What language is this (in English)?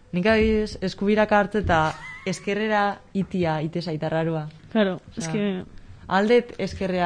Basque